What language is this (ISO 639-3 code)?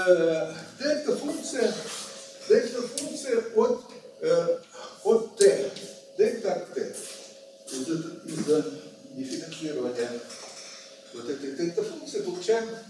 rus